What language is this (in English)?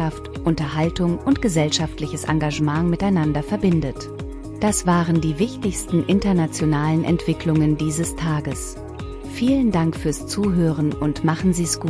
German